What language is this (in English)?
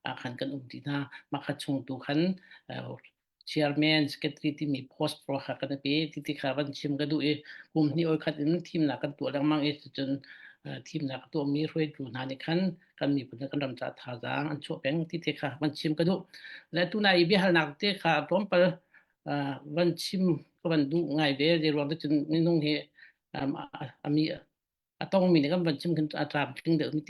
Falam Chin